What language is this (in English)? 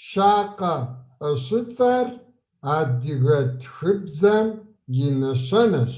Kabardian